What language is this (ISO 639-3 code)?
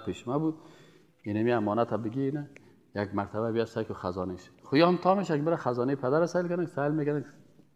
fas